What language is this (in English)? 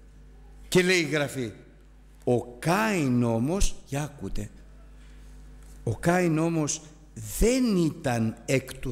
Greek